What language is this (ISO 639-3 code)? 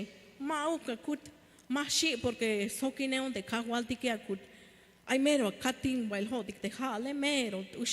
tzh